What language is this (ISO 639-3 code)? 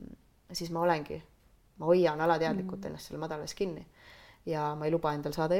est